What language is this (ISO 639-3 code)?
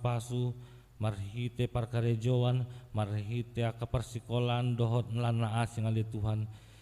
bbc